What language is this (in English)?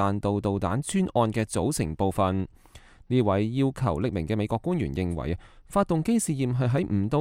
Cantonese